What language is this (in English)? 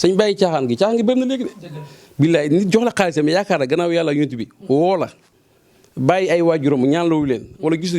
Wolof